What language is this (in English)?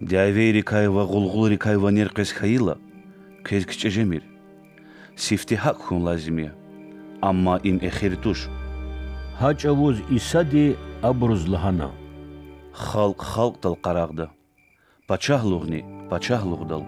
Lezghian